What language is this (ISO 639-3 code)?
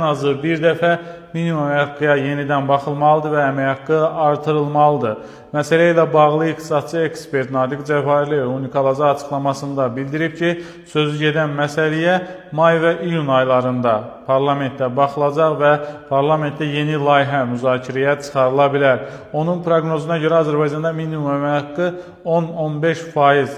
aze